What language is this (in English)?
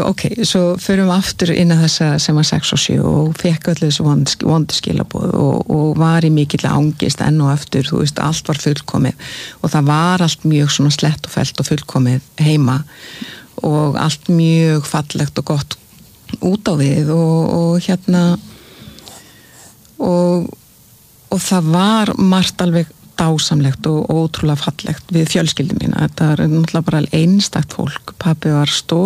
Icelandic